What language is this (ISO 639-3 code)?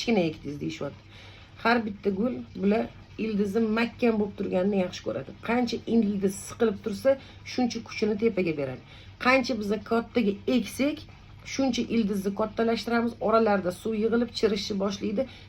uzb